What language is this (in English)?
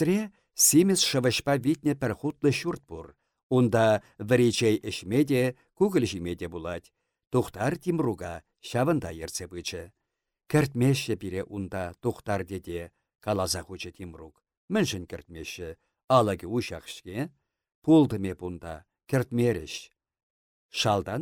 Chuvash